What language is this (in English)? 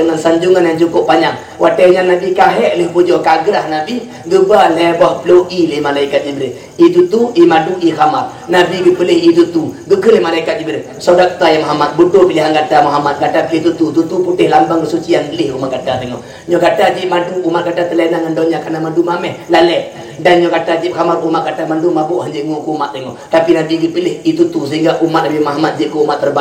Achinese